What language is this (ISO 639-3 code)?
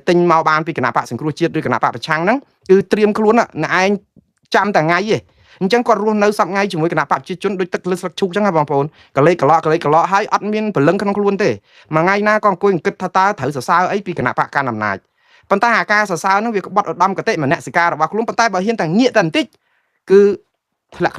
khm